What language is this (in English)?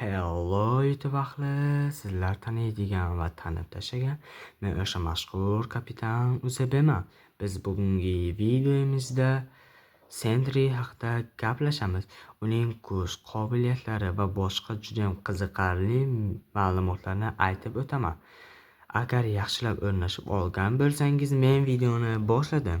Uzbek